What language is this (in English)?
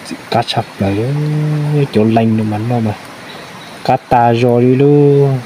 Hmong